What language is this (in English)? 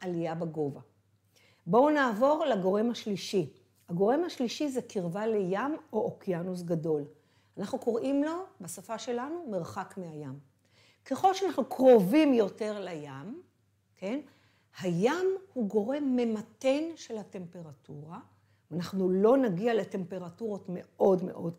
Hebrew